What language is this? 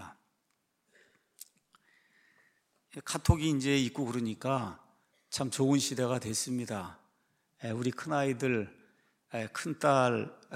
Korean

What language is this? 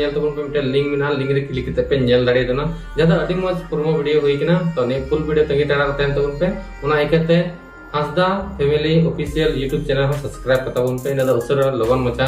Santali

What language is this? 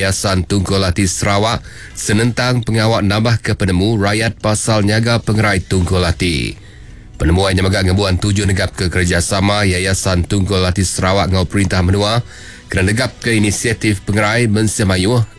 Iban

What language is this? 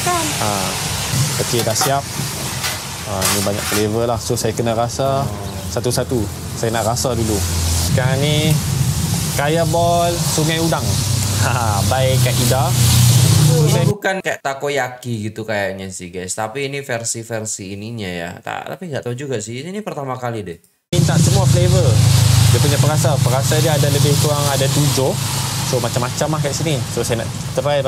Malay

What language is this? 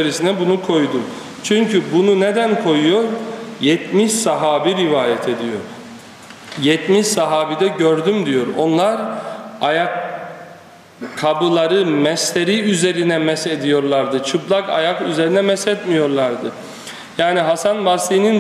Turkish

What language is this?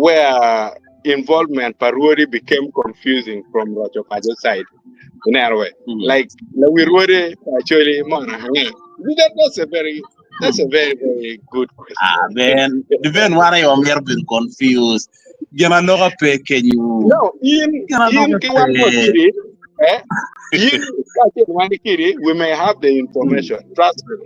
Acoli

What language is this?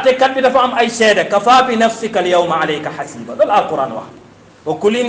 Wolof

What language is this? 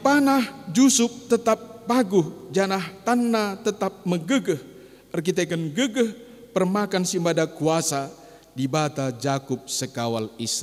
Batak Karo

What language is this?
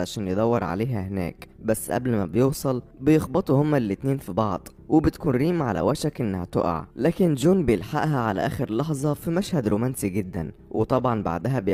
Egyptian Arabic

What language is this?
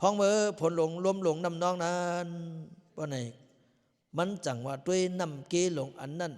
Lao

